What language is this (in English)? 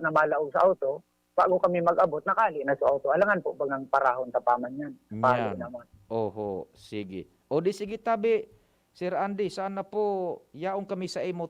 Bikol